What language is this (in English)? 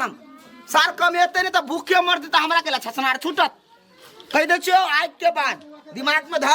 Maithili